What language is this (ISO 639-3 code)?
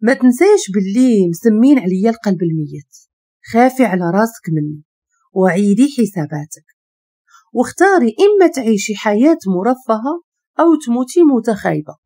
ary